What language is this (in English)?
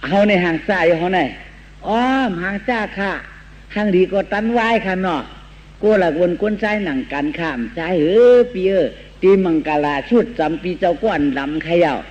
Shan